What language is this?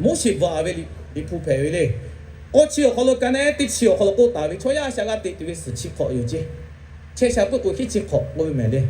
Lahu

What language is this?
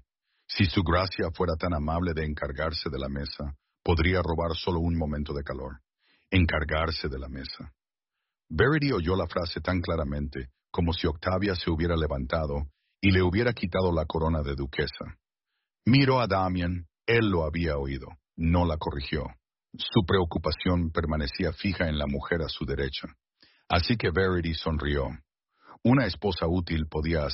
Spanish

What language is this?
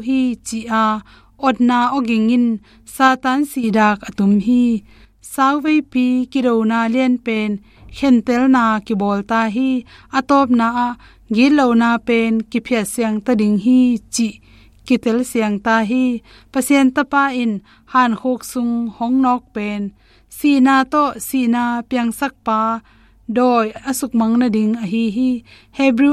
Tedim Chin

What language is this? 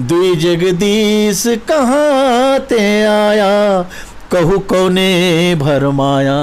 Chhattisgarhi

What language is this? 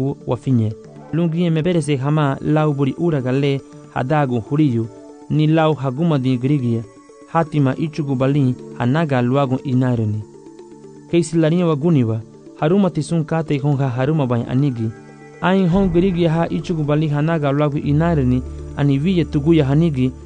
Garifuna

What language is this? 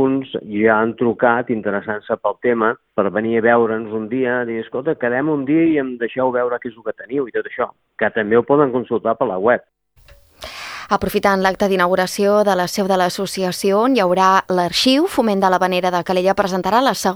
Catalan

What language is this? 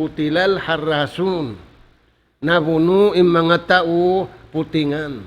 Tausug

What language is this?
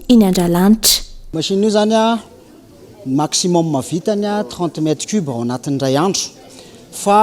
Malagasy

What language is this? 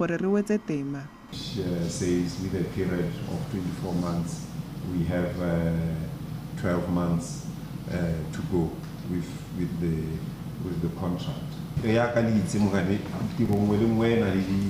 Tswana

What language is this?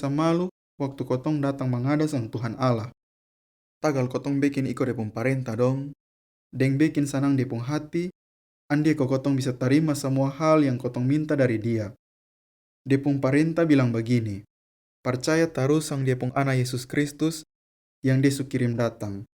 Kupang Malay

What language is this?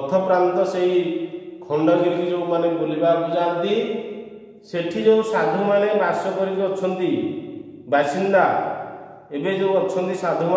Odia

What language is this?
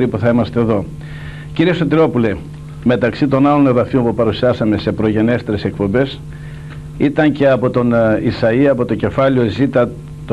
Greek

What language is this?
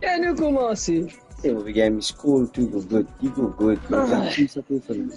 Morisyen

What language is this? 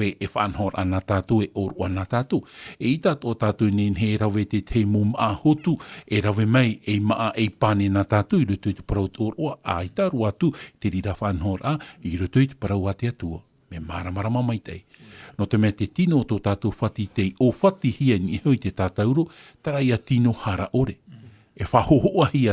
Tahitian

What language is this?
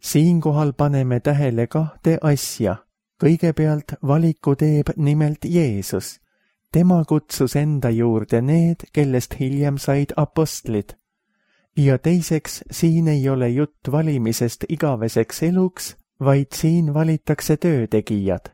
Estonian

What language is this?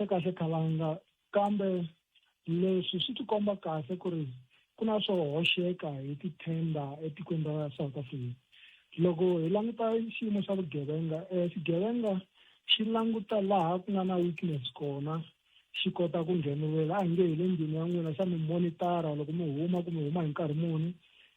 Tsonga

